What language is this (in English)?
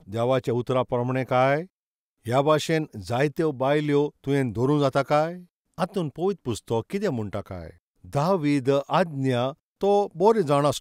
Konkani